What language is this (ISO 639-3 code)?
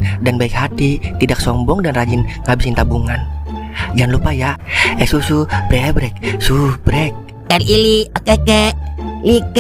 bew